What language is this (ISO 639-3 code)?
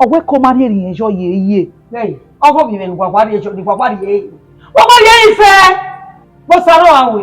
bin